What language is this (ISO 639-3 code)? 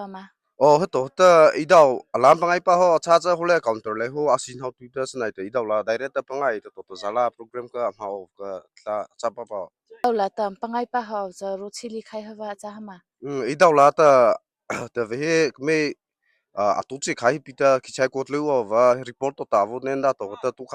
mrh